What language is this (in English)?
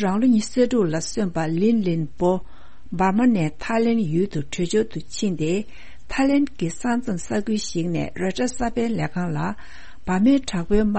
Tibetan